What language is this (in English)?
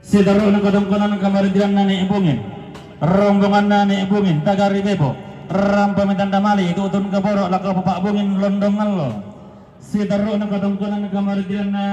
Toraja-Sa'dan